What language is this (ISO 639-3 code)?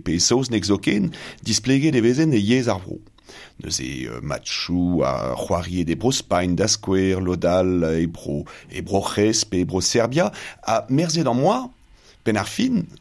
bre